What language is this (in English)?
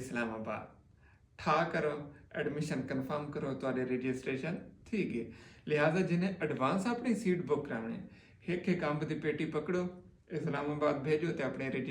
Saraiki